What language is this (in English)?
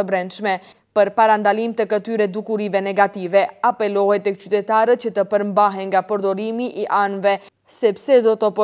Albanian